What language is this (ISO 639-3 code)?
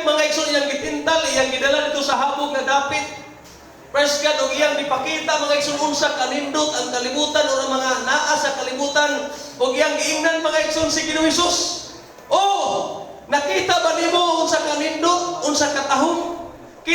ceb